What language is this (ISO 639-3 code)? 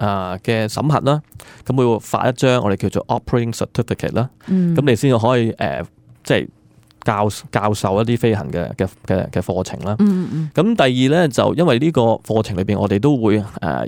yue